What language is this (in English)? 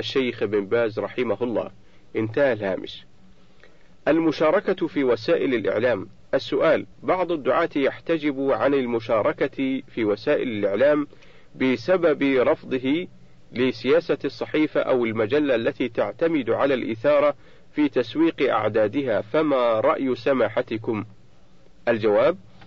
Arabic